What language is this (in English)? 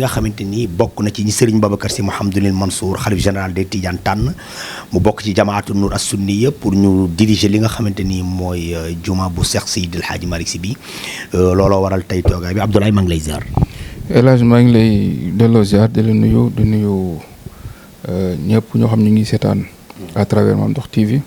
Wolof